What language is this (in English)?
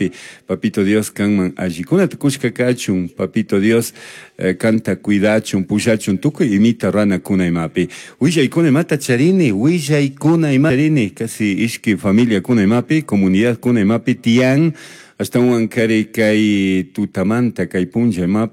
Chimborazo Highland Quichua